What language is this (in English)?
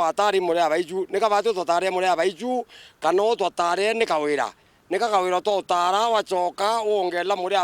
Meru